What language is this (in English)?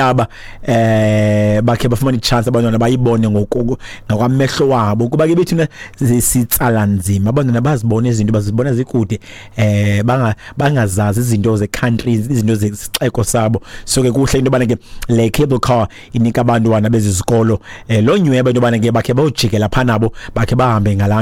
Xhosa